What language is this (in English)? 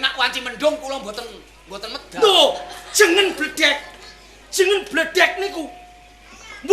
Javanese